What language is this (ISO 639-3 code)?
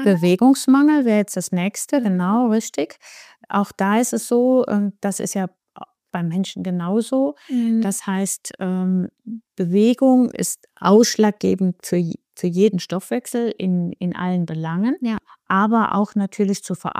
deu